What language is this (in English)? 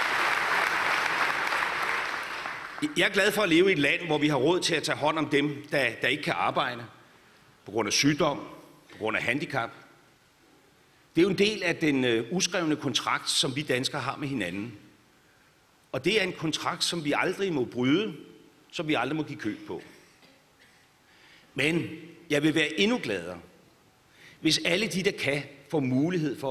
Danish